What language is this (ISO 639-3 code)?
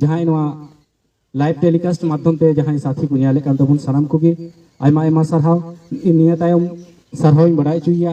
sat